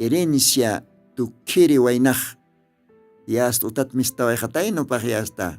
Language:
Aymara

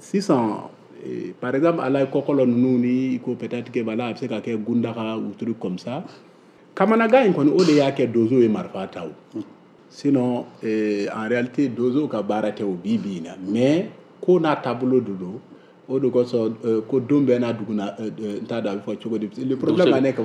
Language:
Bambara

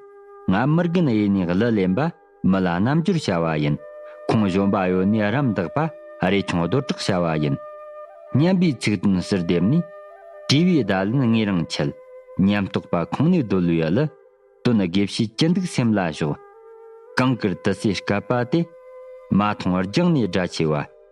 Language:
Tibetan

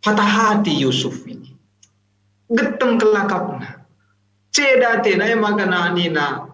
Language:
Batak Karo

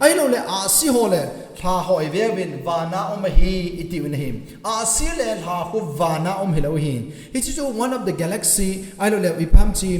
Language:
Thado Chin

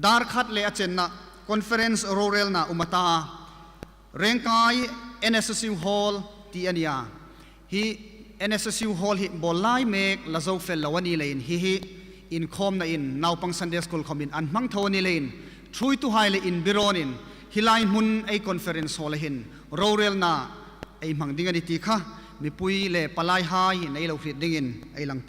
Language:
Hmar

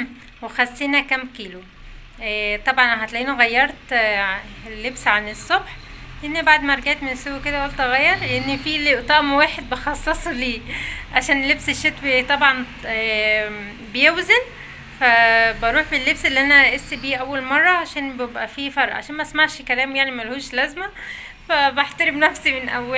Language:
Egyptian Arabic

